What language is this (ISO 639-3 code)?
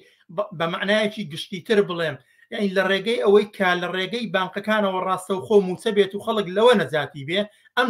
ckb